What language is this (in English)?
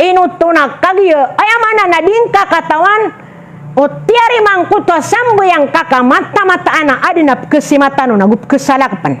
Maranao